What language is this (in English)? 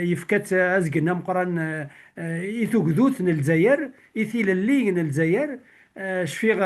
Kabyle